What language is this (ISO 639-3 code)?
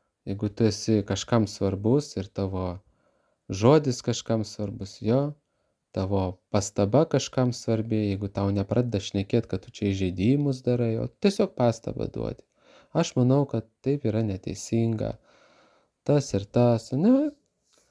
lit